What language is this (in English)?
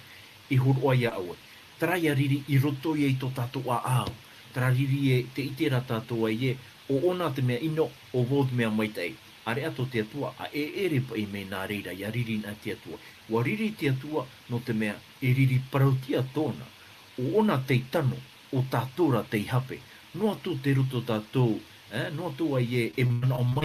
Tahitian